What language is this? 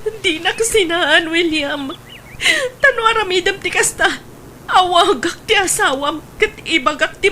Iloko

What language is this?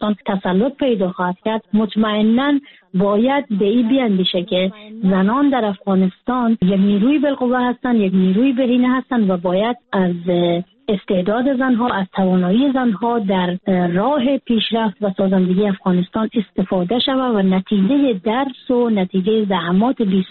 Persian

